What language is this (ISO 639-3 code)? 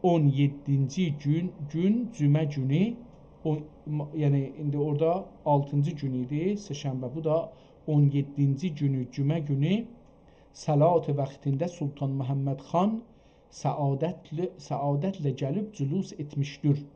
azb